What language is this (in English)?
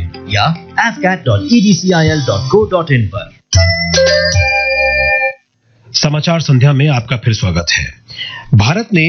Hindi